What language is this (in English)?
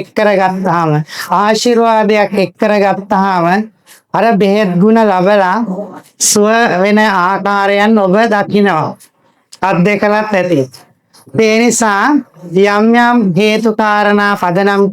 Sinhala